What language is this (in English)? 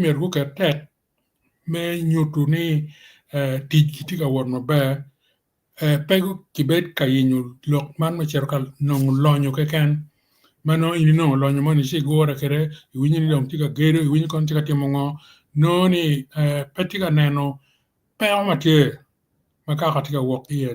Acoli